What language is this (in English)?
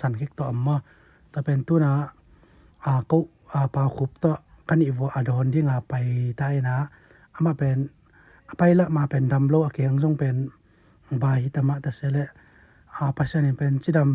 Tedim Chin